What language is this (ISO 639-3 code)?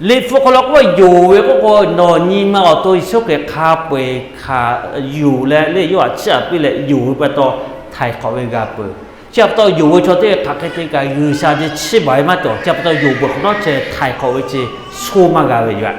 lhu